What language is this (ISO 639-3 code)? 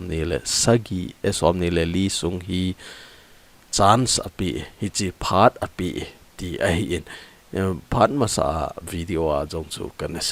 tcz